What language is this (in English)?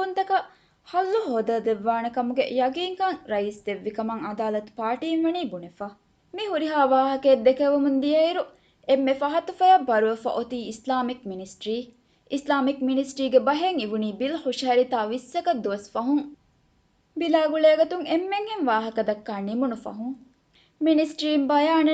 Divehi